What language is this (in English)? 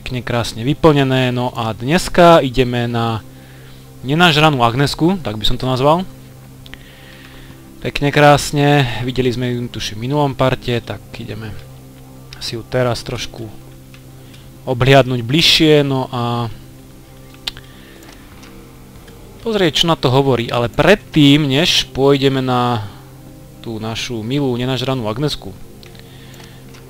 Slovak